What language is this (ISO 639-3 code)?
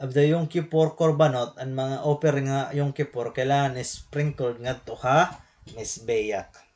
war